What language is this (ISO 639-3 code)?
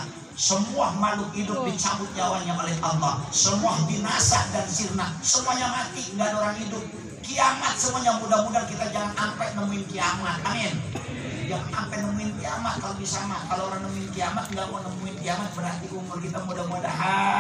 ind